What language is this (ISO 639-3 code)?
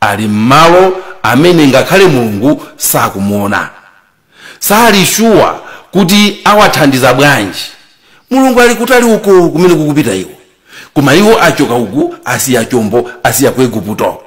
nya